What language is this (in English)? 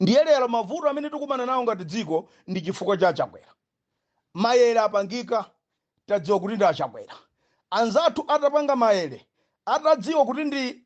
Nyanja